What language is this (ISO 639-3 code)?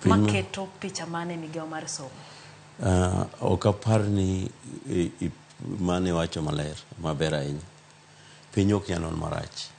luo